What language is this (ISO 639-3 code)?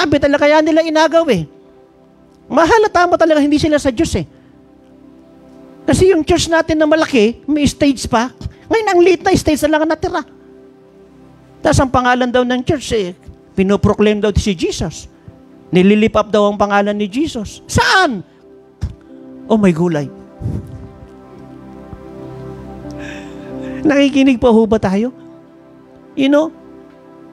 fil